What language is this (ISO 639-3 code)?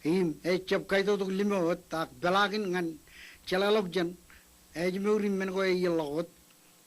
mah